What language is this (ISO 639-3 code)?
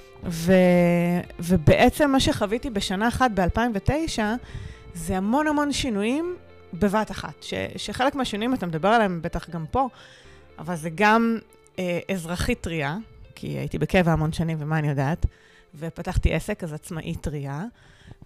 heb